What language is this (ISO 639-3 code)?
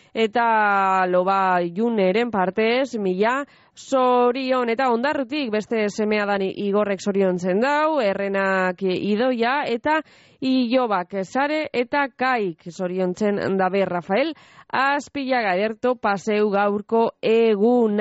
eus